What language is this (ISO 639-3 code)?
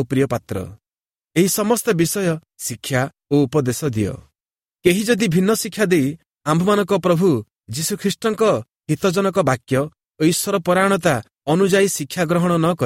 ori